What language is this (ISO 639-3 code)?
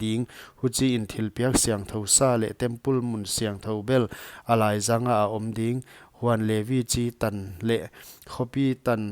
pck